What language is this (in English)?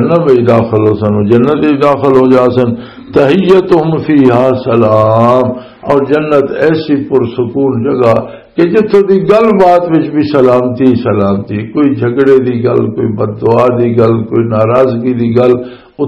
Western Panjabi